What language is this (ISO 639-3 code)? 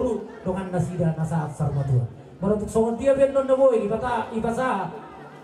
bbc